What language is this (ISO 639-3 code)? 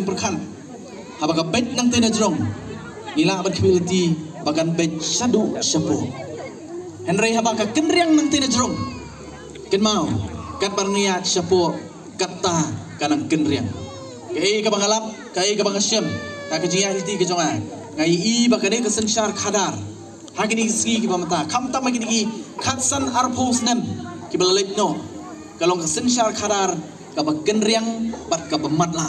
kha